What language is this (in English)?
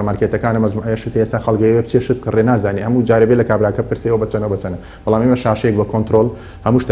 Central Kurdish